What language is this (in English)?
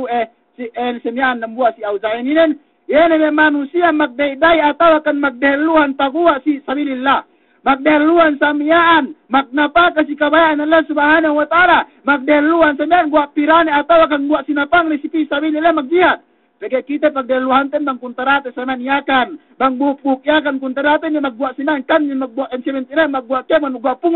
Yakan